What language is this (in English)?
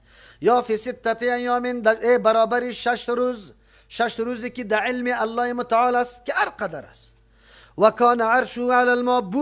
Persian